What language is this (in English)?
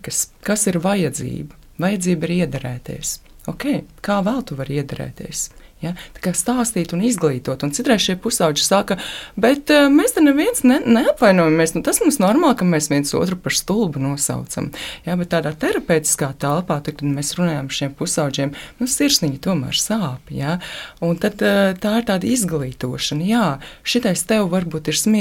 Latvian